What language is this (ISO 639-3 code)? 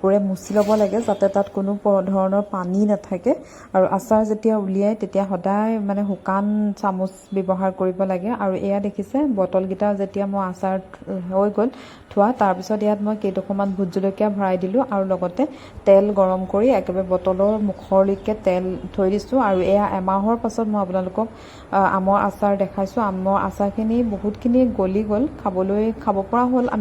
asm